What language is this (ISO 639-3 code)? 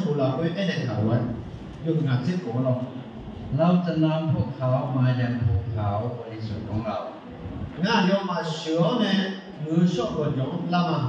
ahk